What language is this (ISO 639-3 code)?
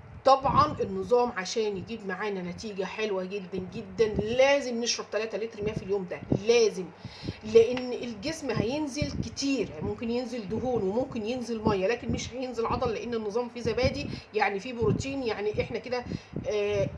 arz